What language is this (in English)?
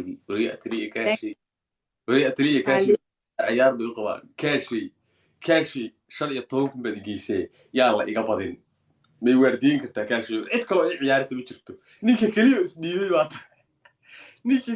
Somali